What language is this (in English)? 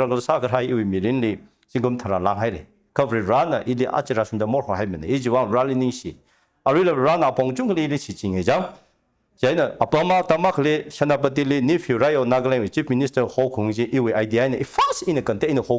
Tangkhul Naga (India)